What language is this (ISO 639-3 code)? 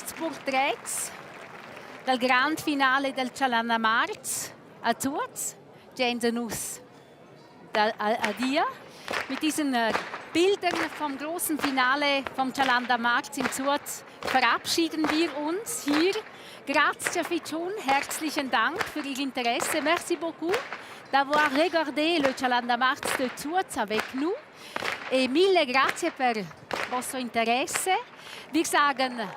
roh